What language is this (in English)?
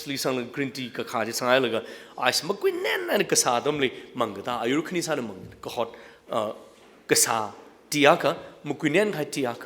Tangkhul Naga (India)